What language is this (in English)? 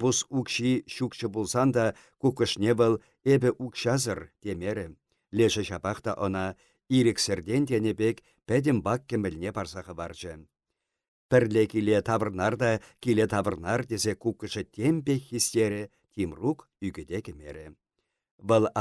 Chuvash